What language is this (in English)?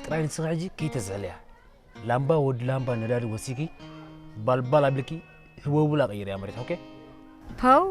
Tigrinya